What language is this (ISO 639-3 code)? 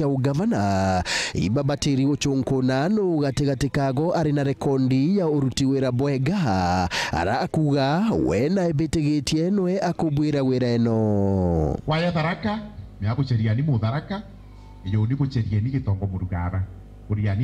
mer